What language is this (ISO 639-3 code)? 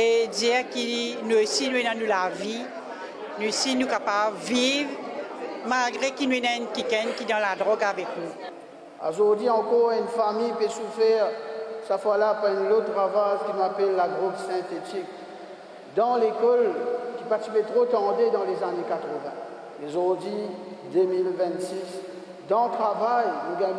mfe